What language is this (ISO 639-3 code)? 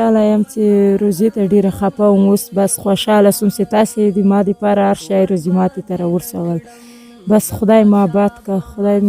pus